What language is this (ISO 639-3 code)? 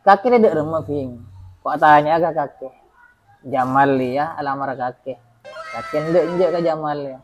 mad